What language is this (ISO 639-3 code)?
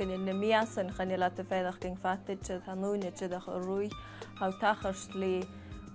gla